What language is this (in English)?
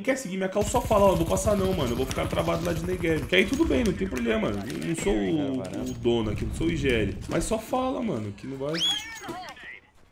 Portuguese